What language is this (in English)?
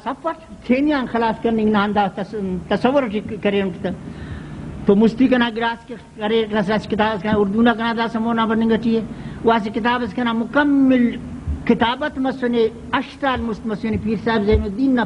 Brahui